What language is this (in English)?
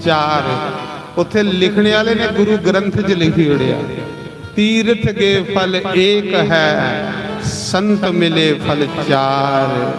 Dogri